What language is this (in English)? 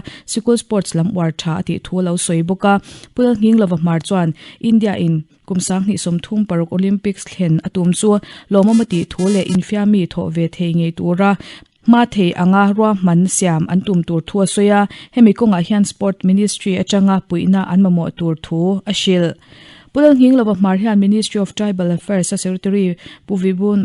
Mizo